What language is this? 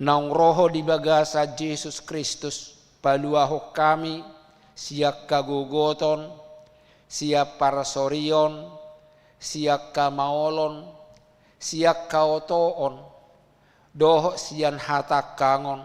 Batak Toba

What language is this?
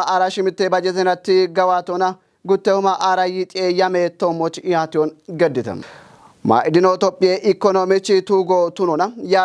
Kafa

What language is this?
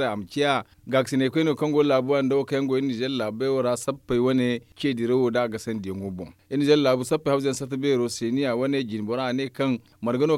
Zarma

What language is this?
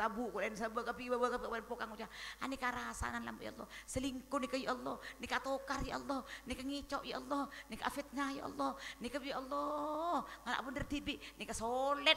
Madurese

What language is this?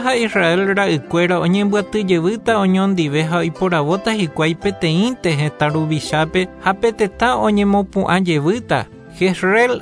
Guarani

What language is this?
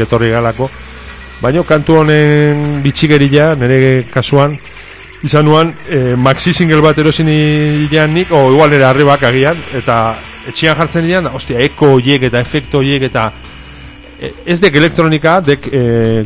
Basque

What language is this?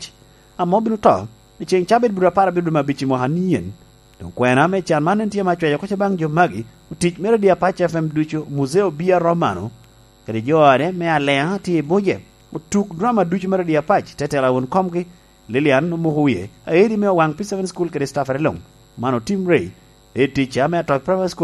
Lango (Uganda)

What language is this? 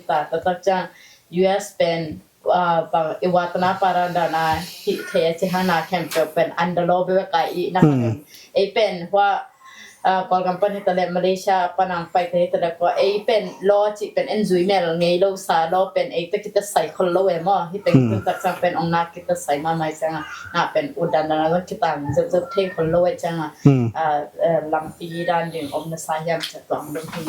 Tedim Chin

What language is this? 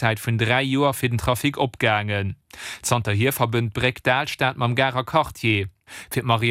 Luxembourgish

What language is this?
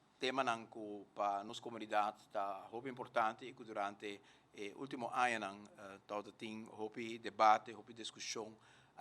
Papiamento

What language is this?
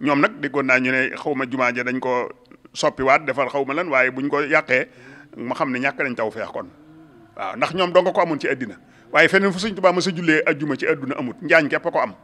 Wolof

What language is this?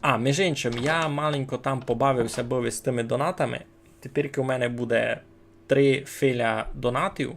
Rusyn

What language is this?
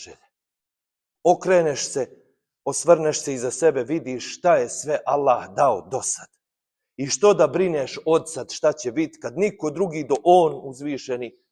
Bosnian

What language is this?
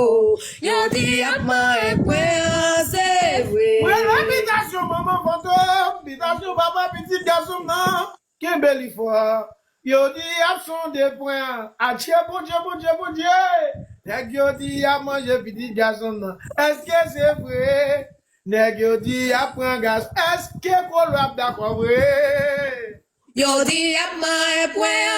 Haitian Creole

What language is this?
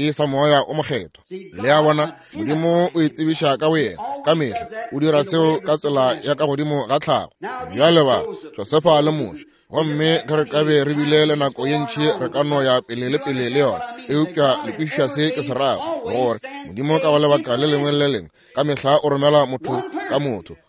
Northern Sotho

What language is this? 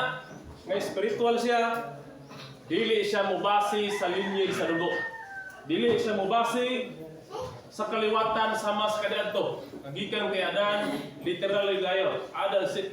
Cebuano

